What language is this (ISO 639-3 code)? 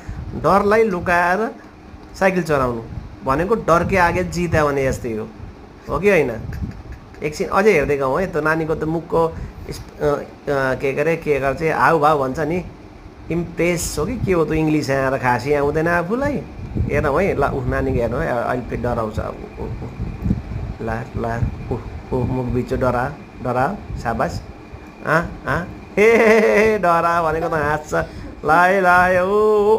nep